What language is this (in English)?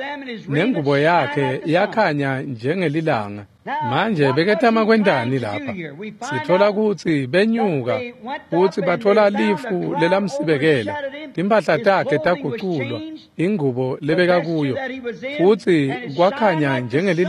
Swati